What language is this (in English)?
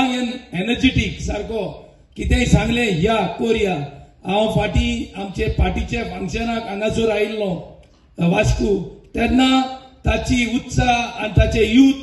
Konkani